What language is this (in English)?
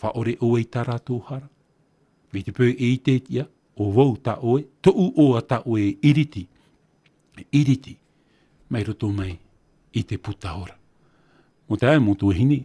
Tahitian